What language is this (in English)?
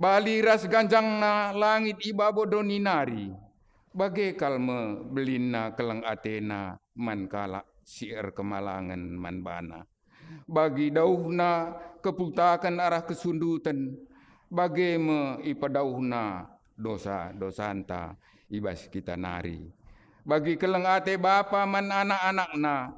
Batak Karo